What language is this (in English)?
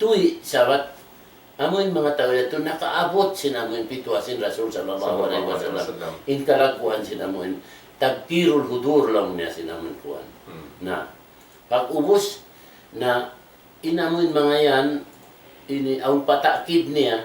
Tausug